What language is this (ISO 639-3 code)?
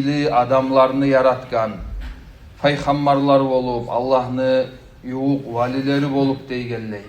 kum